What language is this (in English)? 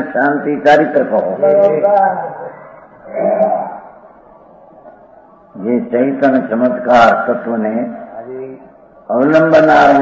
Gujarati